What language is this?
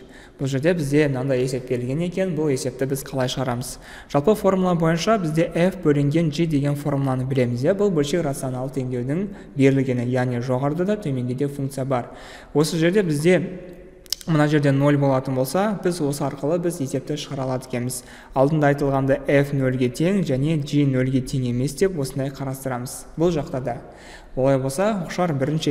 Kazakh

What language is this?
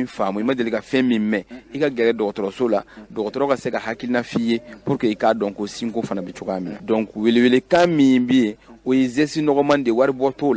Bambara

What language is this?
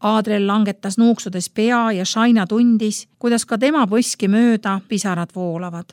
Estonian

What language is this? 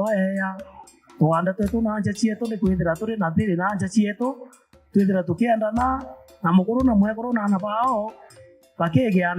Meru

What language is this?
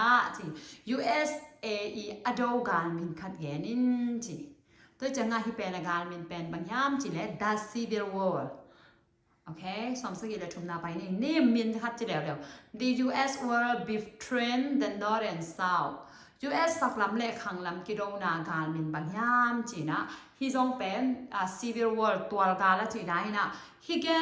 Tedim Chin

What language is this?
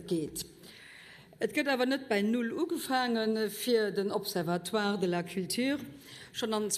Luxembourgish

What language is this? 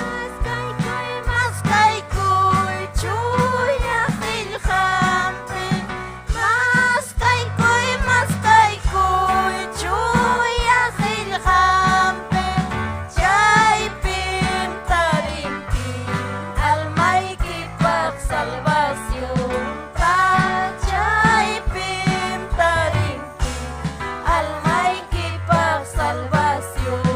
Ayacucho Quechua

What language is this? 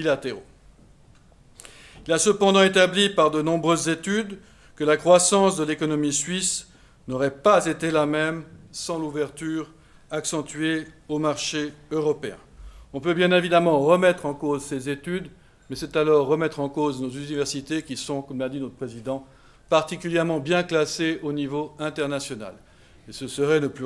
French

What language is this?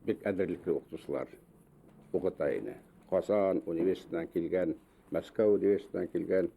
Bashkir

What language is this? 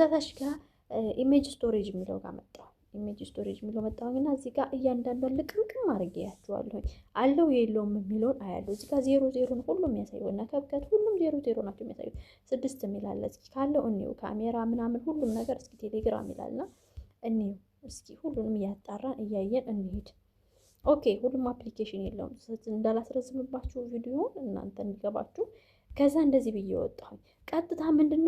Amharic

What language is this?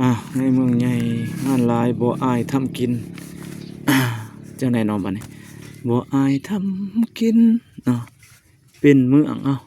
Lao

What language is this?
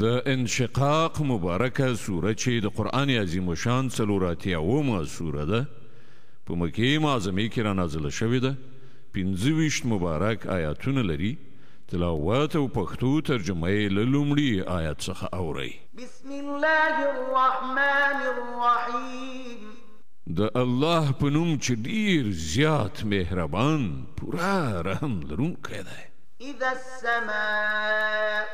Pashto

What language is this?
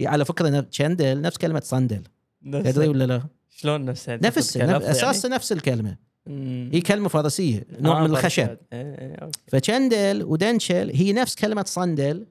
Gulf Arabic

